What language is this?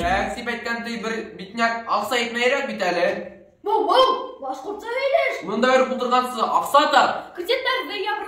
Bashkir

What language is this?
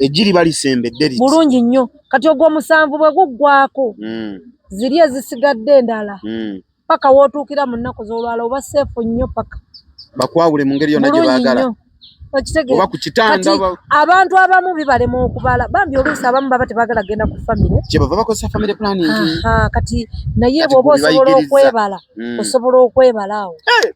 Ganda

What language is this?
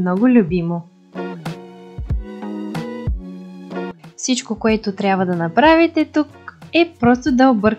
Bulgarian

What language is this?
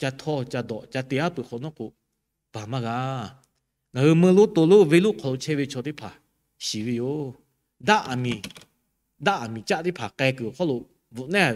Lahu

